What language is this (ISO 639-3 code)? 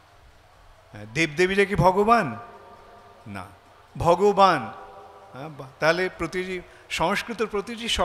ben